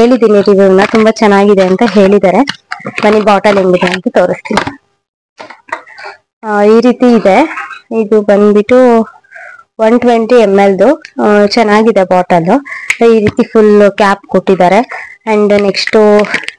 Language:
Kannada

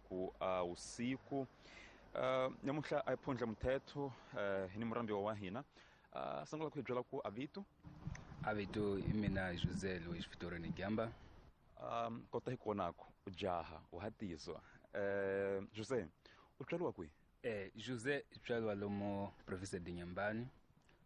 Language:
Tsonga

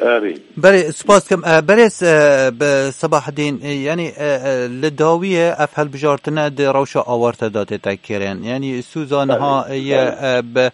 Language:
Kurdish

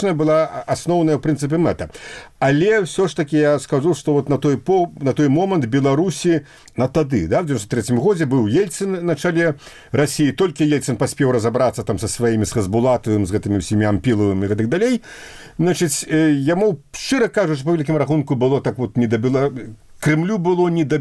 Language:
Belarusian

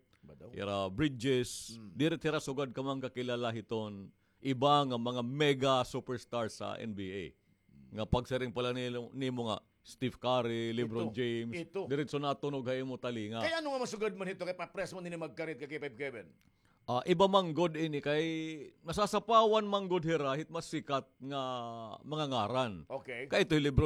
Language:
Waray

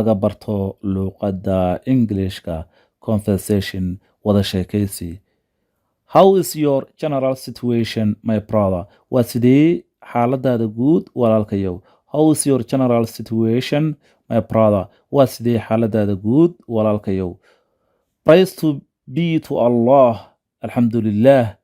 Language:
Somali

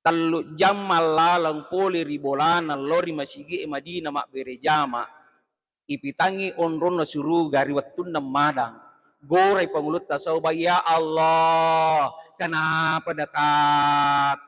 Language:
Buginese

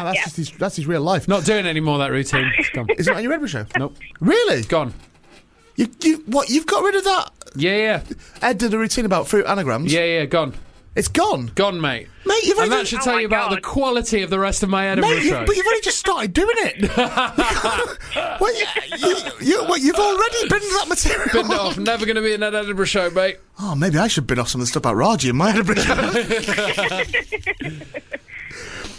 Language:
English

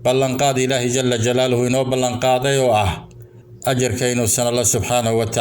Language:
Somali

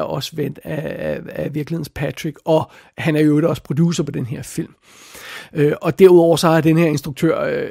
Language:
Danish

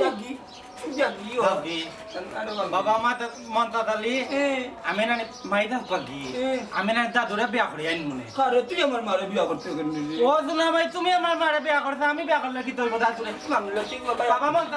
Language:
Sylheti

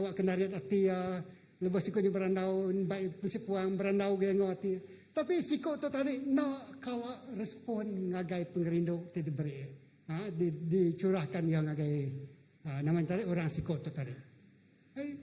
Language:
Iban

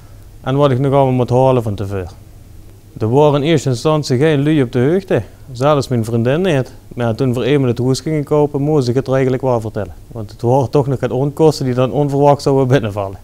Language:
Limburgish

